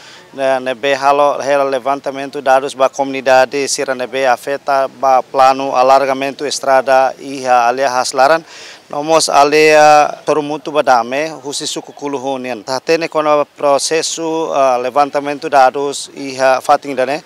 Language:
Tetum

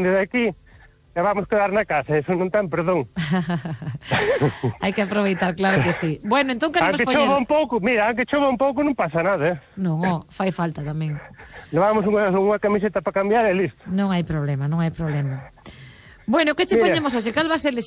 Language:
Galician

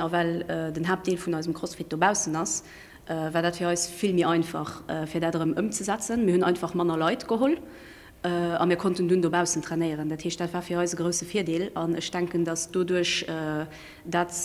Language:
Luxembourgish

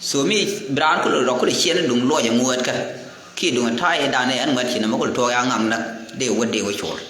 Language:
Nuer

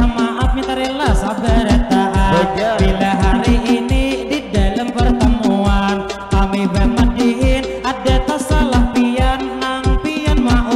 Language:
Banjar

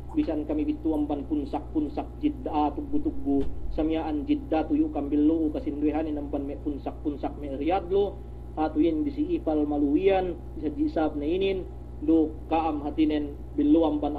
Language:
Yakan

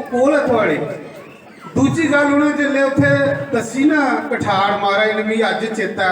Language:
Dogri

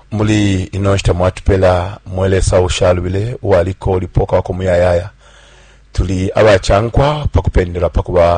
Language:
Bemba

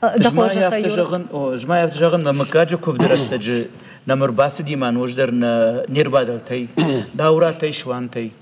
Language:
Ossetic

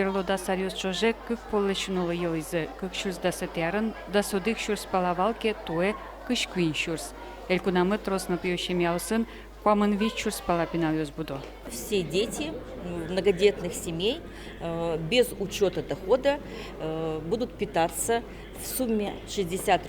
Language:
Udmurt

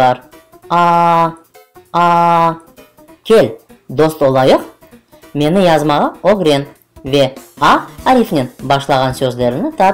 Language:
Crimean Tatar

